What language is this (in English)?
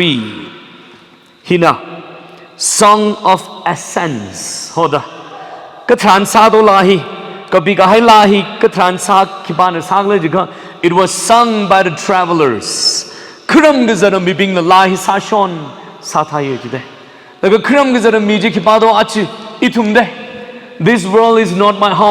Tangkhul Naga (India)